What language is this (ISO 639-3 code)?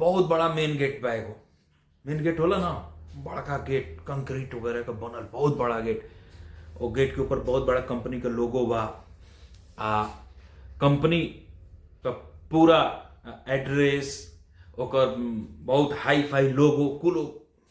bho